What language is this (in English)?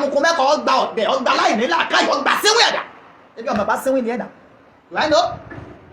Yoruba